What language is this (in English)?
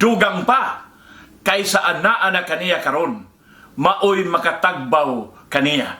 Cebuano